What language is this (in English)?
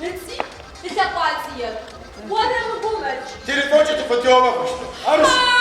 Adyghe